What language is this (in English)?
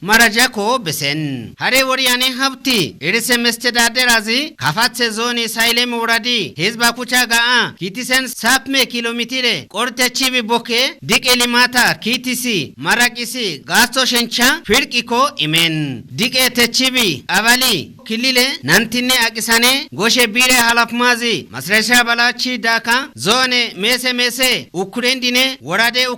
Kafa